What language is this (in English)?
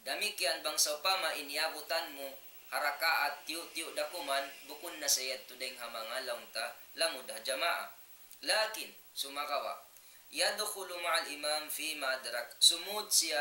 Tausug